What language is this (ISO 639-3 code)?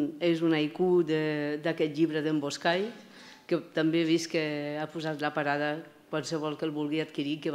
cat